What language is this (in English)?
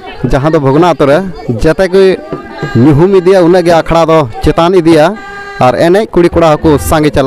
Santali